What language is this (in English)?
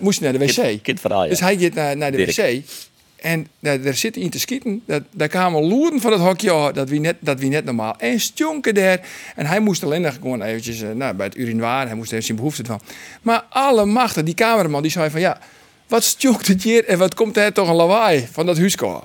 Western Frisian